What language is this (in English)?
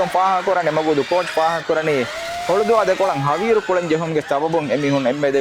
Divehi